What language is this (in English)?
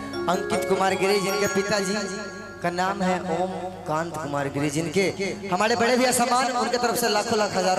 Magahi